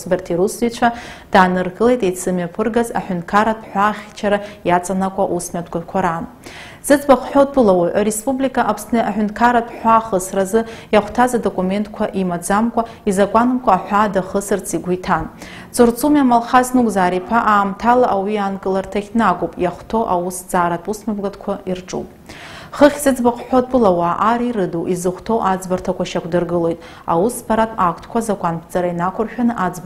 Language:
Abkhazian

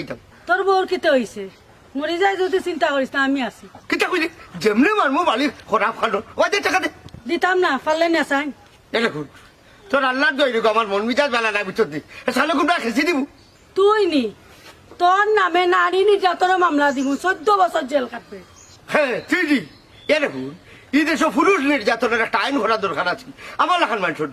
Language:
Sylheti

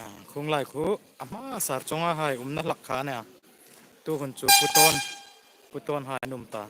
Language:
Hmar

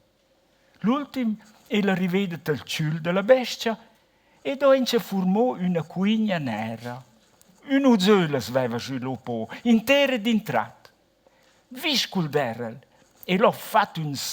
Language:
Romansh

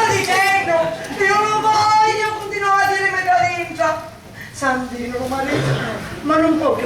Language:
Sicilian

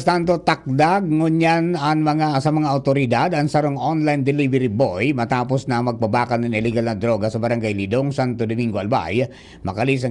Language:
Bikol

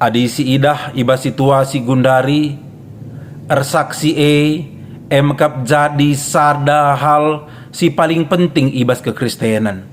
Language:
Batak Karo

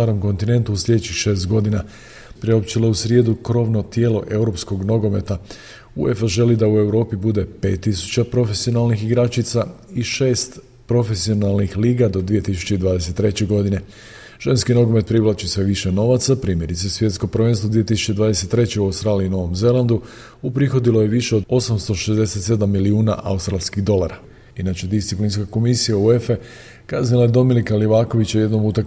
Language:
Croatian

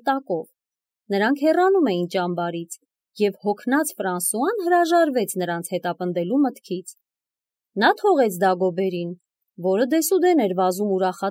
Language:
Armenian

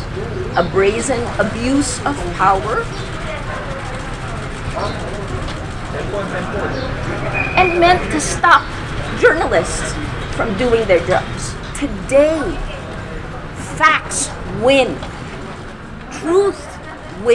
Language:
English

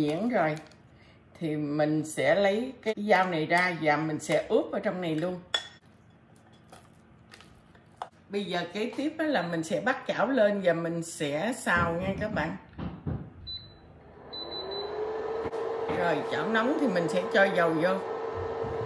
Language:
Vietnamese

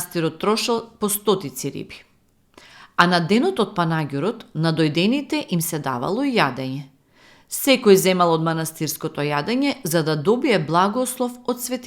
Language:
Macedonian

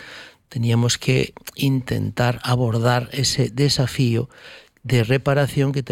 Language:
Spanish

